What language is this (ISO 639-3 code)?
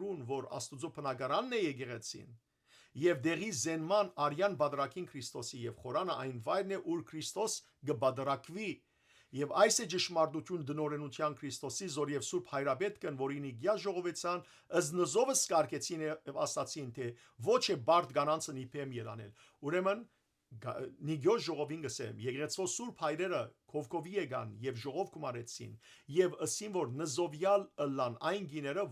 hyw